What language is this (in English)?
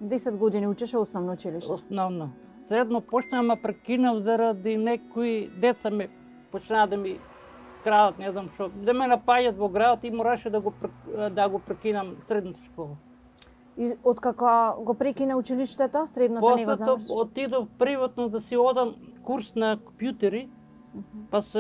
Macedonian